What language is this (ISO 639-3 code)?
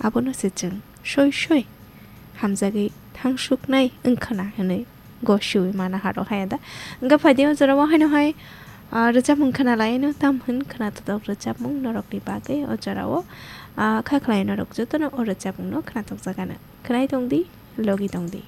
trp